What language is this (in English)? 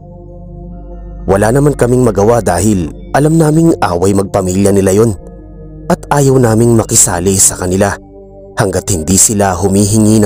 Filipino